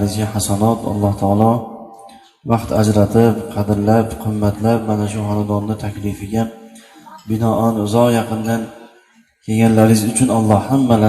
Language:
Uzbek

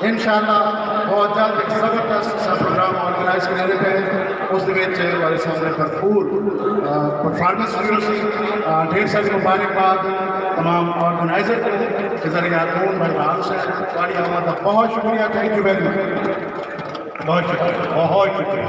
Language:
Saraiki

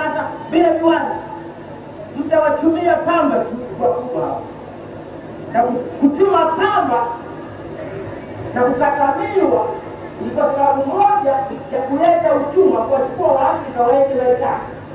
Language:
Swahili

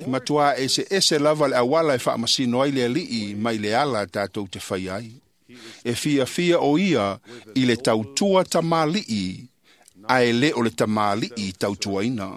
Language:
Samoan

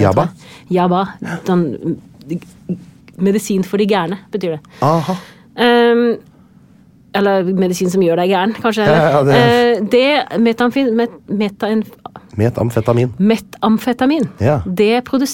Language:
Norwegian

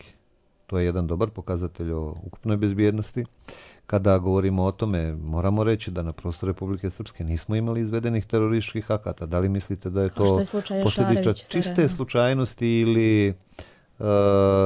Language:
Serbian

